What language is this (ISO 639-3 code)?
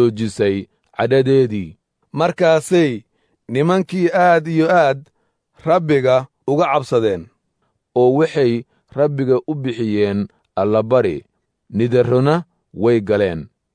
som